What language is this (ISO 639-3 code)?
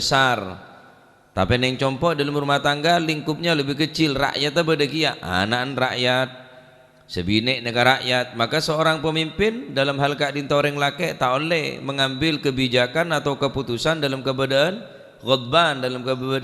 mad